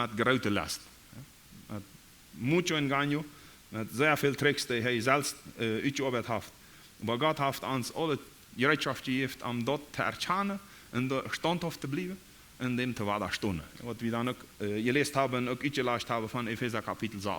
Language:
Plautdietsch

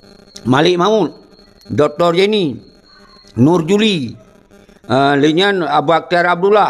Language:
Achinese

